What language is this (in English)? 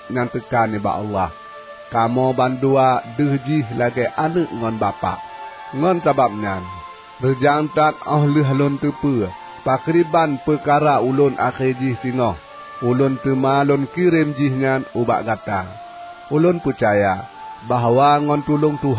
Achinese